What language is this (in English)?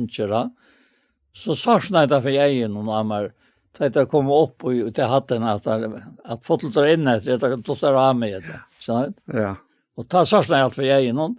Faroese